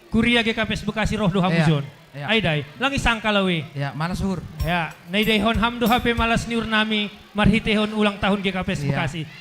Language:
Batak Simalungun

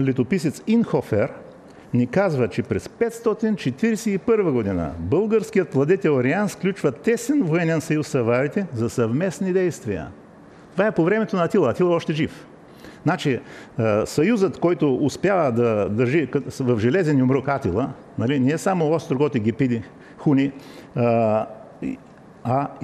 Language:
Bulgarian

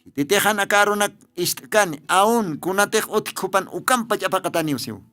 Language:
Aymara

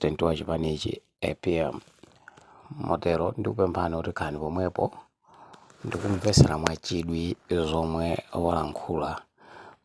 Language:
Nyanja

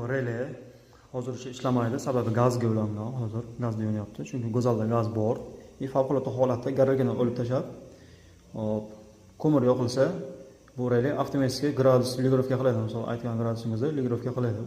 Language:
Uzbek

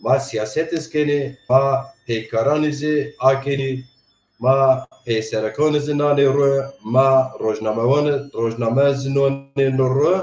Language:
Zaza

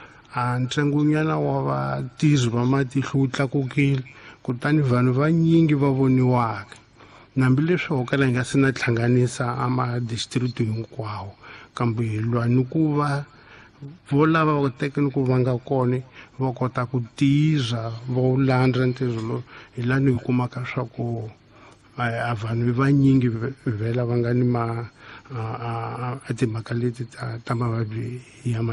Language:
Tsonga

